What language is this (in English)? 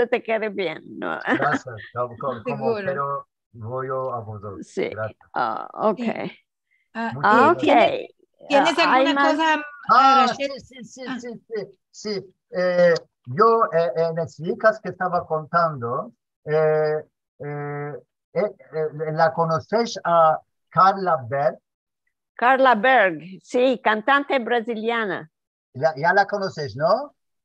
Ladino